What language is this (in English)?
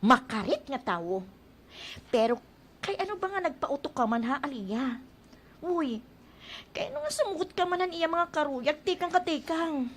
Waray